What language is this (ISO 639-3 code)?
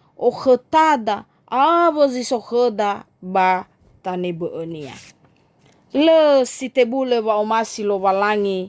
nia